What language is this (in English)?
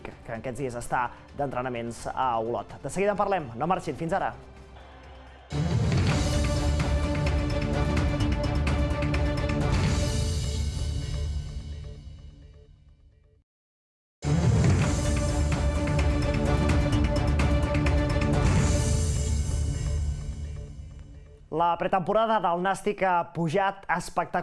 Catalan